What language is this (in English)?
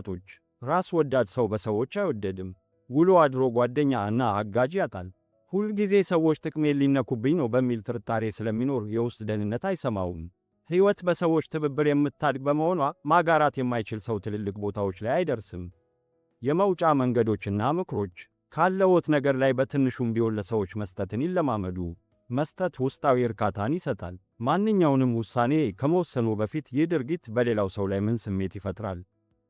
Amharic